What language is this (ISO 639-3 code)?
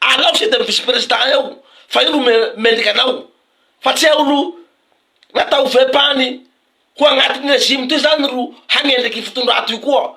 mlg